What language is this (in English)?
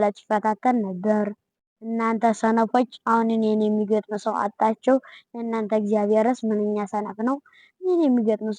Amharic